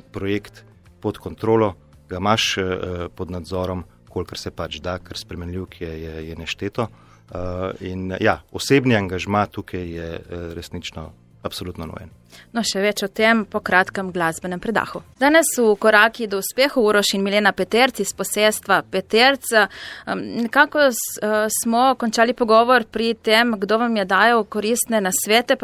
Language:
Slovenian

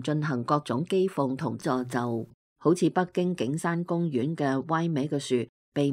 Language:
Cantonese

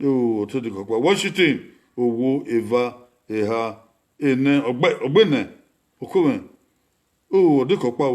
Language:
Bini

